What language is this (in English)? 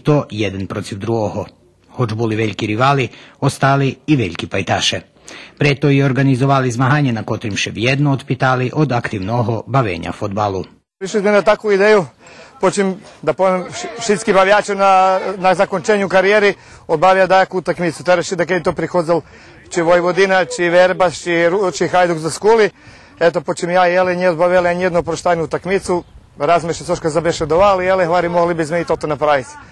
Rusyn